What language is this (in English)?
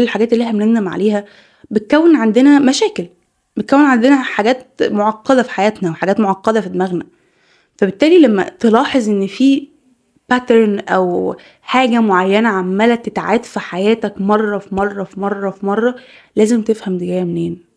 Egyptian Arabic